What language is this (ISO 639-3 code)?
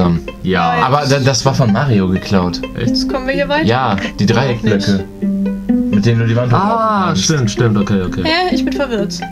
deu